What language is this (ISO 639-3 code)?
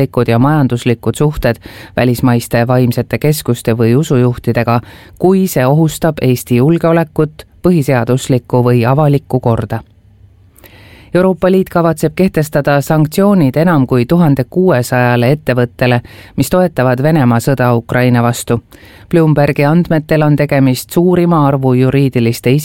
est